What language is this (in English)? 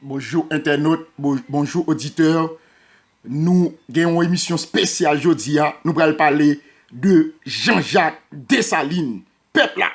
Haitian Creole